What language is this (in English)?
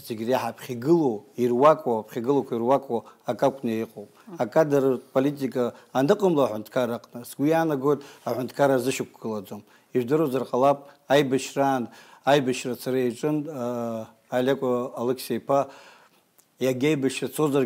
Abkhazian